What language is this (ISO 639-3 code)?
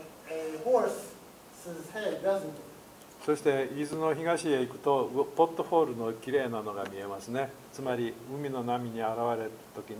jpn